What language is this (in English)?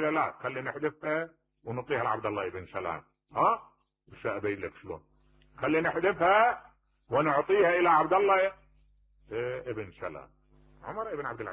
Mesopotamian Arabic